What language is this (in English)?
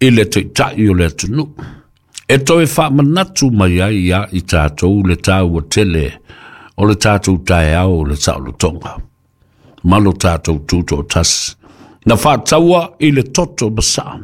Samoan